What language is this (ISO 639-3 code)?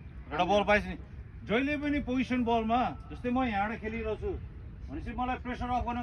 nep